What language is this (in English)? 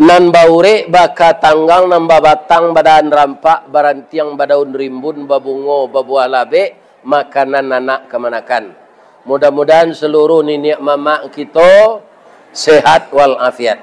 Minangkabau